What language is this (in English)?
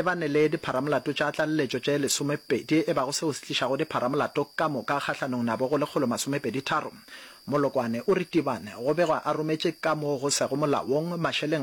Northern Sotho